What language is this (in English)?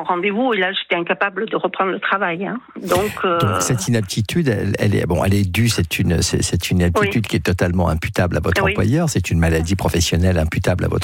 French